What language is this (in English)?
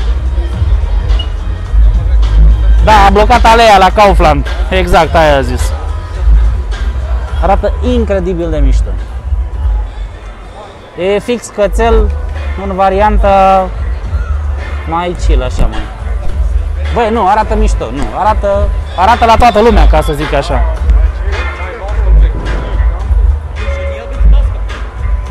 Romanian